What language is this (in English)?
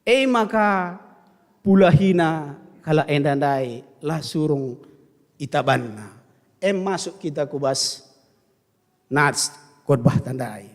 Batak Karo